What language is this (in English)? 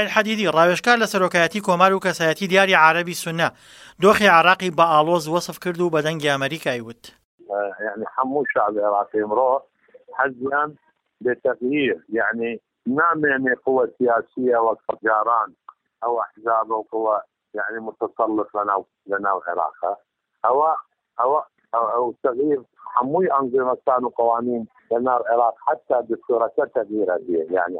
Central Kurdish